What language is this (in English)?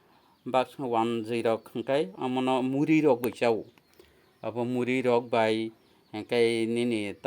Kok Borok